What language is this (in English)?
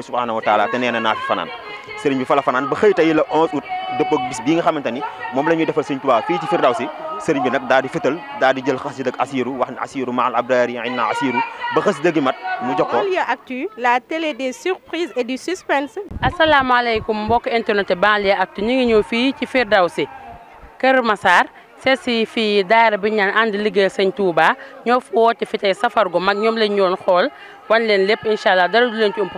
Wolof